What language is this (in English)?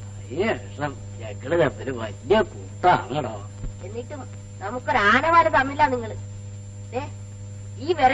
Malayalam